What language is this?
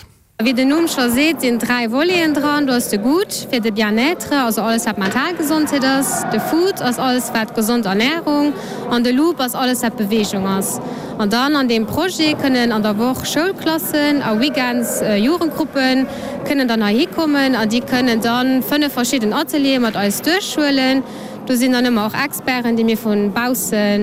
Luxembourgish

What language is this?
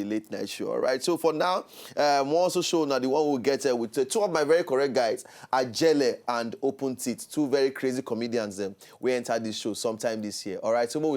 Nigerian Pidgin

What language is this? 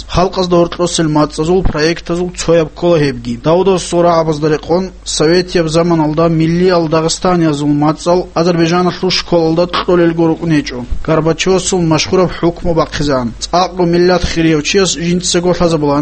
Avaric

